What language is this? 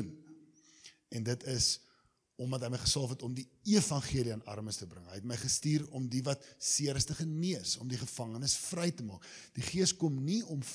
Afrikaans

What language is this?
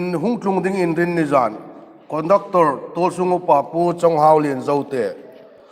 Hmar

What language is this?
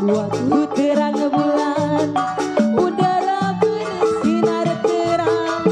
Betawi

